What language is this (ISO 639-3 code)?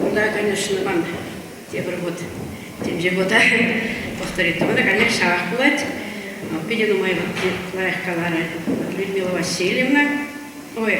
chv